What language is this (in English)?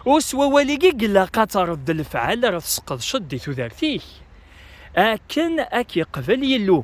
Kabyle